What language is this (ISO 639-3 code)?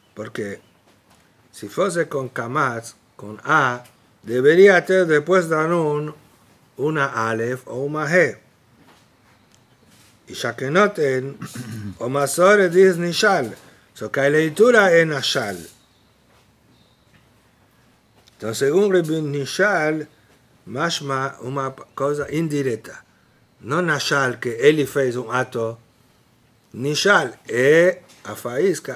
spa